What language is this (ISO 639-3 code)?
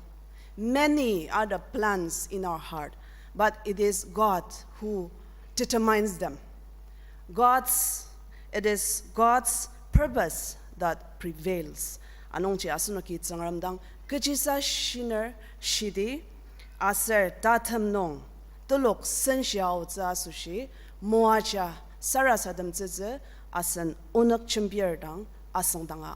njo